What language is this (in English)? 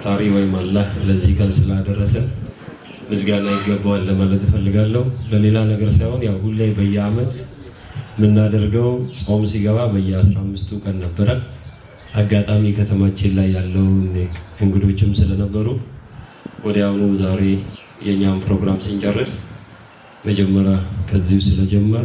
Amharic